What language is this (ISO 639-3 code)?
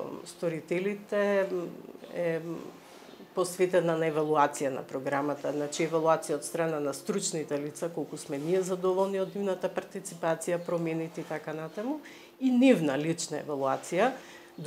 mkd